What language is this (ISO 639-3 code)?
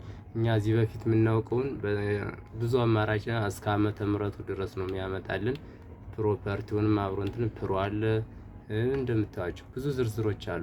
amh